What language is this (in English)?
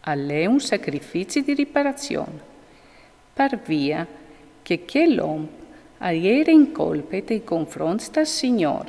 Friulian